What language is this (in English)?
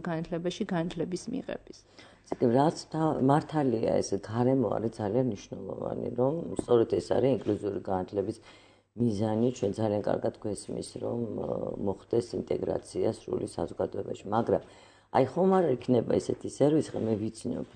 Georgian